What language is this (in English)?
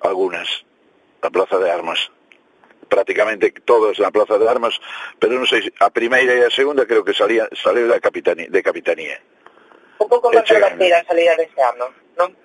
Galician